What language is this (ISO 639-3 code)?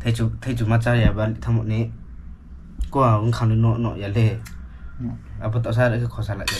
ria